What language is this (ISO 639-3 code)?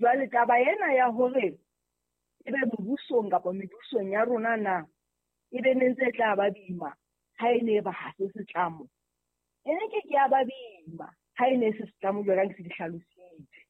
sot